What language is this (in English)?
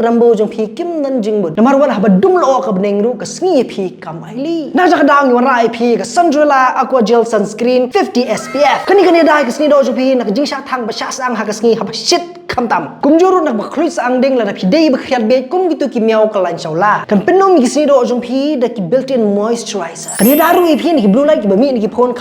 Khasi